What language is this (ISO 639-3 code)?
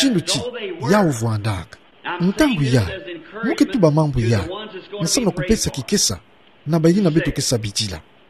ktu